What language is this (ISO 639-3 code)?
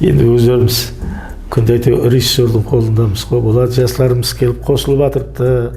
kaa